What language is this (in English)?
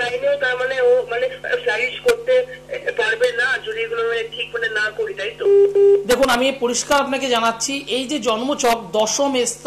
Bangla